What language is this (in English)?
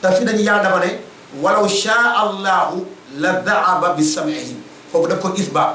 Wolof